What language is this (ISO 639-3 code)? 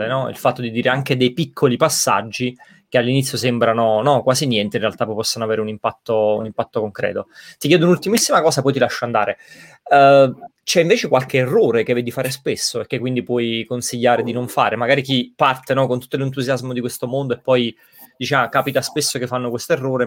ita